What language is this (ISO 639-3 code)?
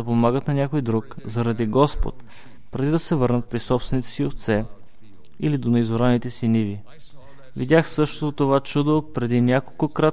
bul